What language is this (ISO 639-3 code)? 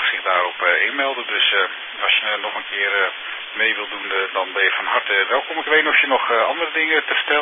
nld